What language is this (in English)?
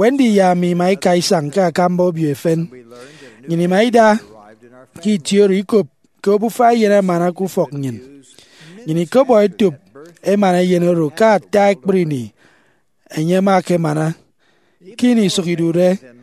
Efik